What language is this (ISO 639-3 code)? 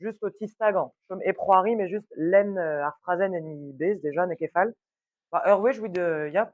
bre